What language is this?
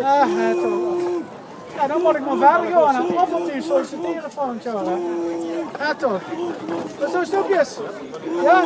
Limburgish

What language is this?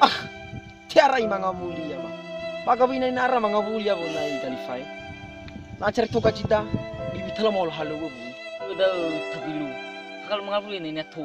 Nias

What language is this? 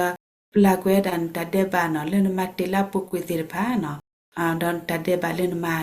S'gaw Karen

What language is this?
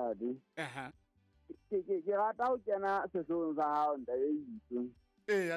Southern Sotho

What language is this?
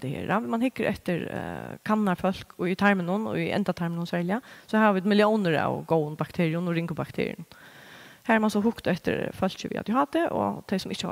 Faroese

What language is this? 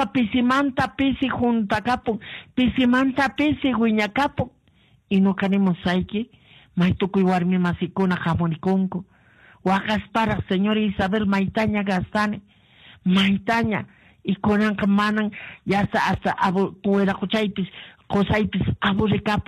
Quechua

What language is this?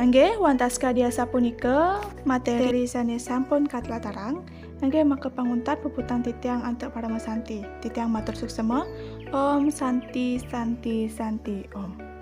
Balinese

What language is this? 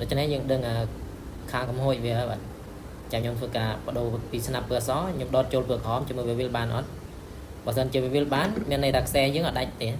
Khmer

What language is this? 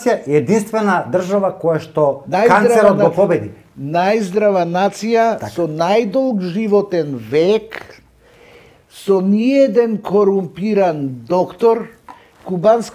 Macedonian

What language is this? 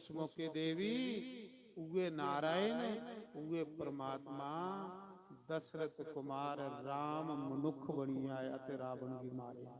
Dogri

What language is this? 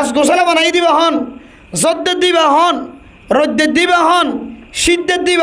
Rohingya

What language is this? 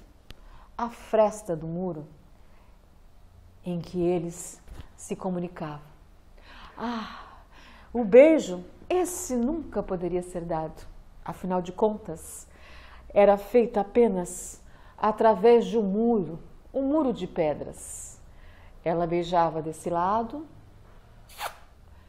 Portuguese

